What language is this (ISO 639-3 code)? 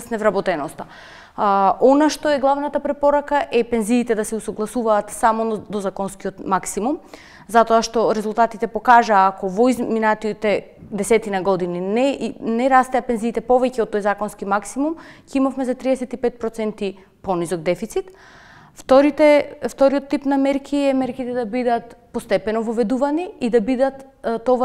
mkd